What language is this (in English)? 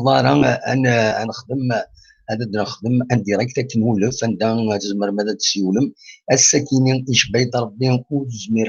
Kabyle